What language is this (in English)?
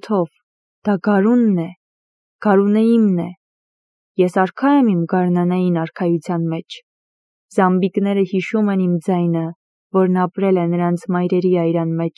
Armenian